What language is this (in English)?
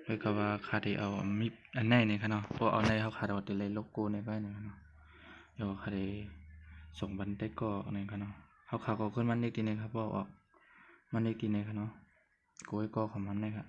Shan